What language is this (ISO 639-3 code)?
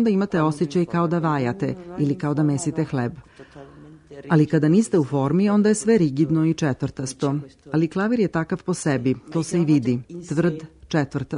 srp